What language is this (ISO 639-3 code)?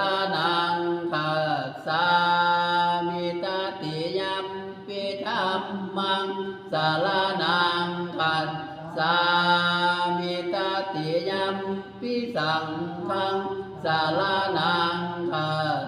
pli